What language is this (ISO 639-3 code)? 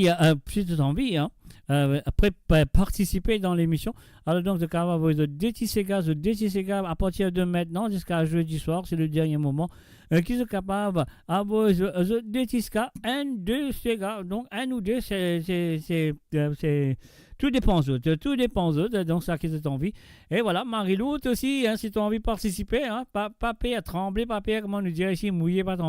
mfe